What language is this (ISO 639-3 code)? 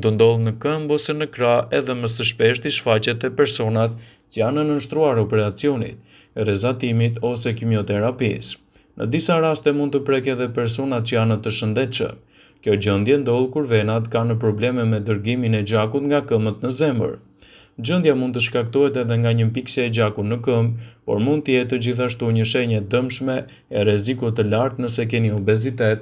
sqi